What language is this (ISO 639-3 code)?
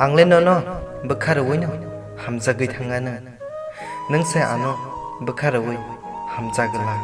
trp